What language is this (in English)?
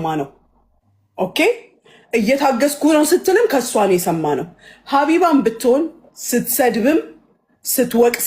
Amharic